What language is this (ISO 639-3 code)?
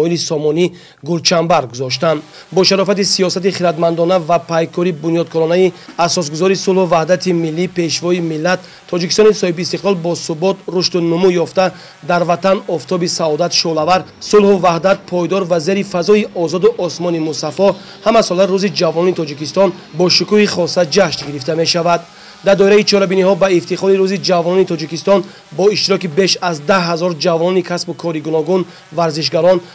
tgk